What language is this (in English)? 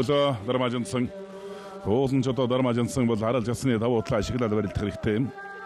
Mongolian